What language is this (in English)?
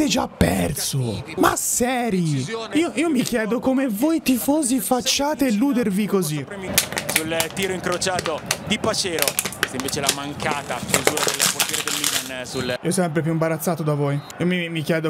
Italian